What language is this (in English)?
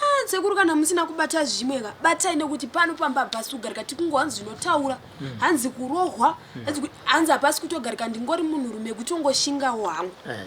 Shona